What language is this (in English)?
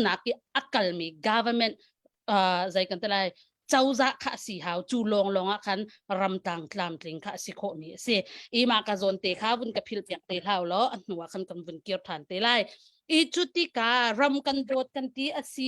Hakha Chin